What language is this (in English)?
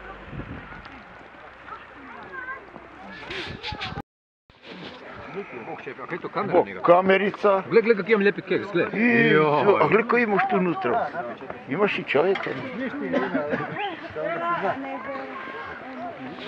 Croatian